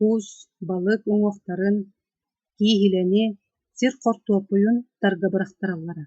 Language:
Yakut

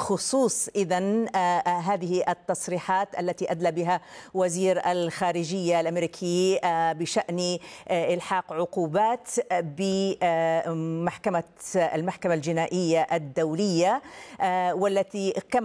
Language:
Arabic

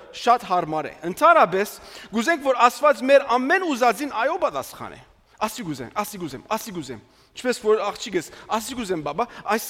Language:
Armenian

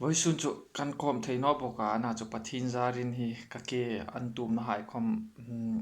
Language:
Hmar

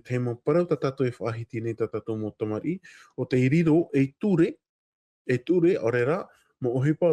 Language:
Tahitian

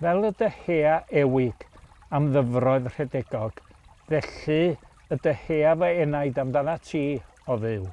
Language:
Welsh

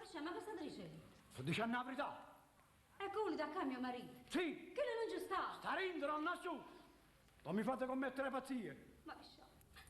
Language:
Neapolitan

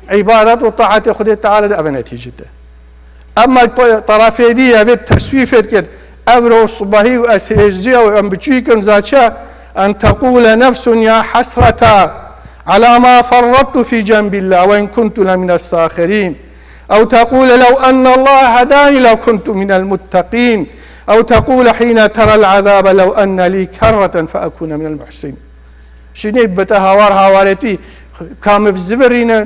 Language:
Kurdish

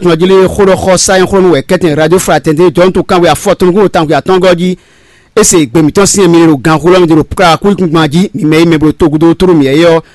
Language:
Fon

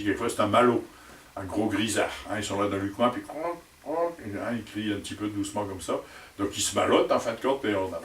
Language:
Picard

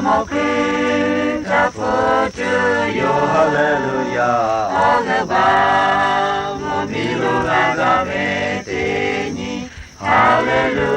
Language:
Lahu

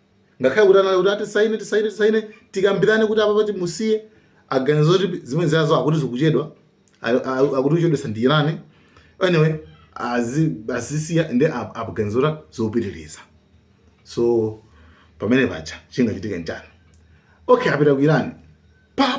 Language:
Nyanja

